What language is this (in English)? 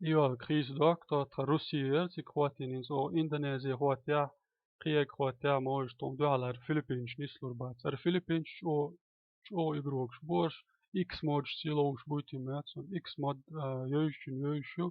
Chechen